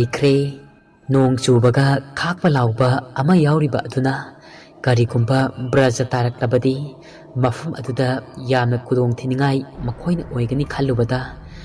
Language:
Manipuri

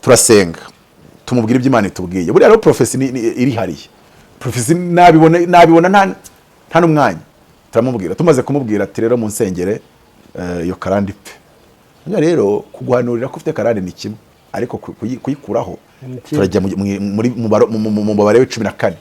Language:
Kinyarwanda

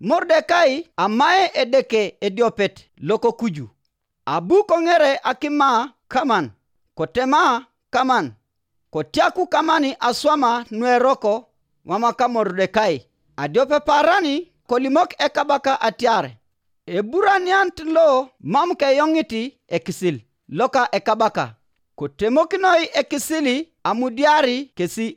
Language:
Teso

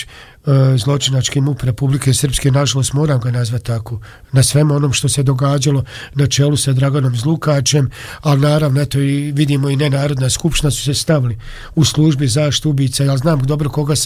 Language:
Bosnian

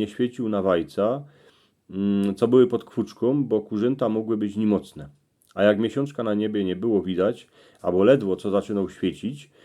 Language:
Silesian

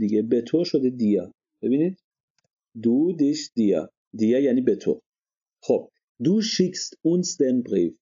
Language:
Persian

